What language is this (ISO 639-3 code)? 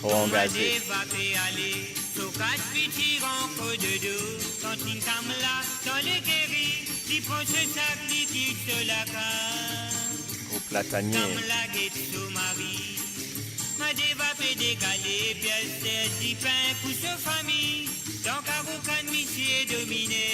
mfe